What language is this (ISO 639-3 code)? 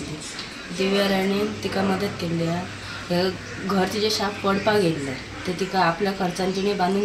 kok